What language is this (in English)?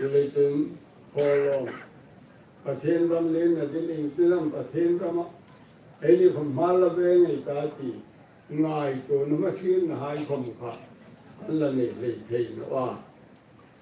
Hmar